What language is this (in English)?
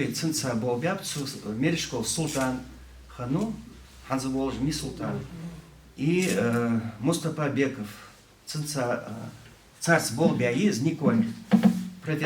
Ingush